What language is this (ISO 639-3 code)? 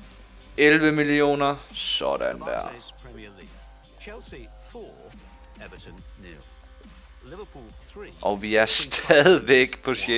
dan